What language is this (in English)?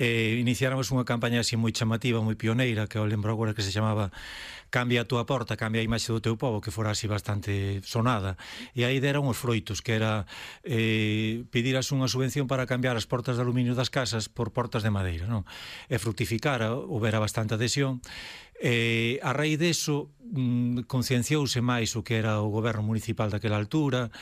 Galician